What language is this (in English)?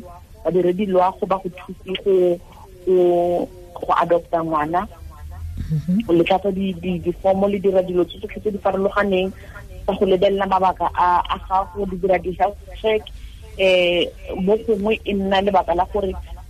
Tswana